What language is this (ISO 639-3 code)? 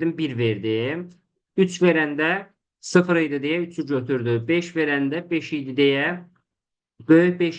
aze